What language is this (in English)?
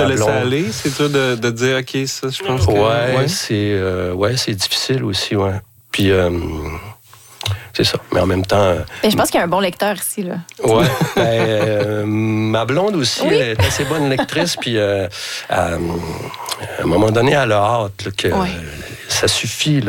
French